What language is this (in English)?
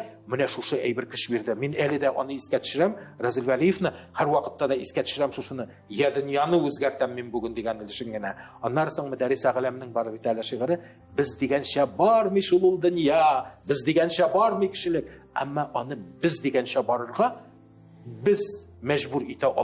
Tatar